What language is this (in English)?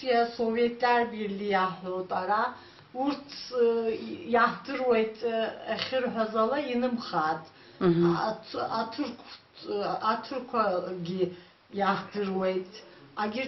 Abkhazian